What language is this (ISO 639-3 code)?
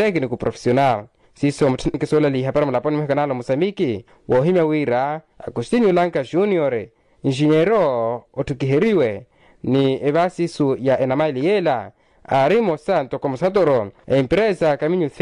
vmw